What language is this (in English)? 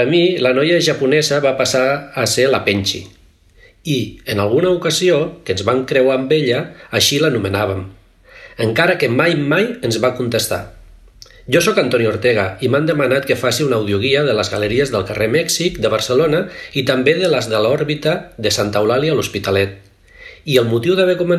Catalan